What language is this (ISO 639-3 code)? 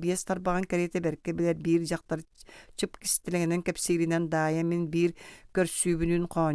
sah